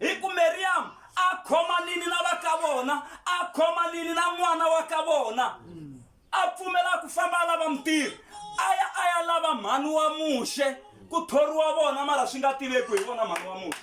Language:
Tsonga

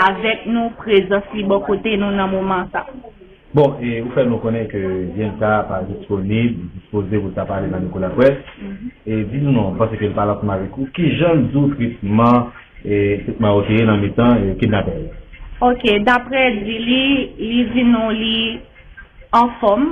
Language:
Haitian Creole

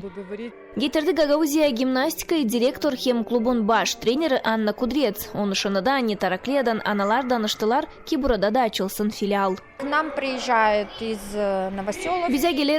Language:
Gagauz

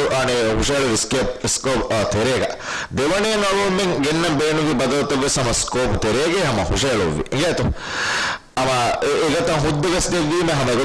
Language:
Divehi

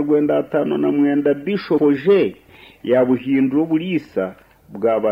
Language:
Nyankole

